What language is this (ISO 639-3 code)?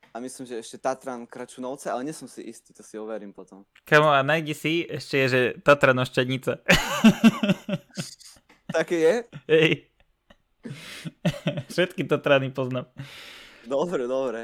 slk